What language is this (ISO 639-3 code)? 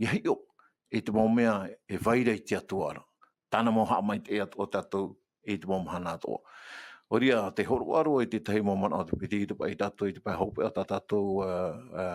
tah